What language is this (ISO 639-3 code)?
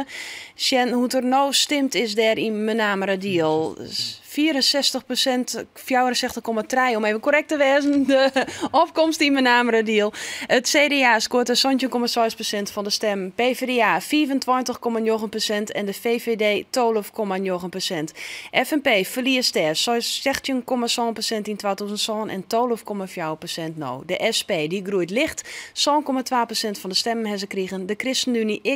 fry